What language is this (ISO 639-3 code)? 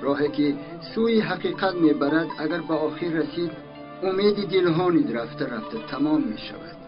tgk